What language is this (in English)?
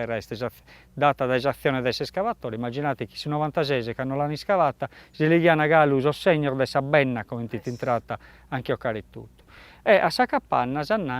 Sardinian